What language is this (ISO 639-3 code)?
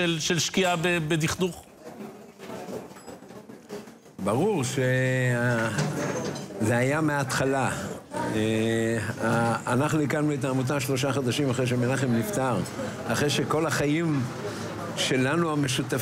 heb